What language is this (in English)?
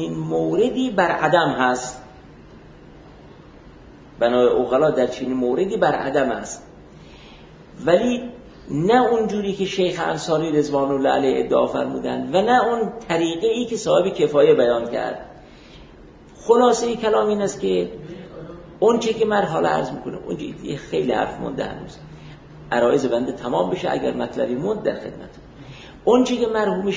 Persian